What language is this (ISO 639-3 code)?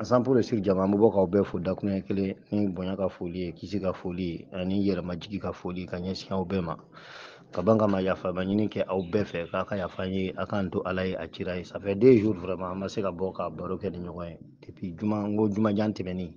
bam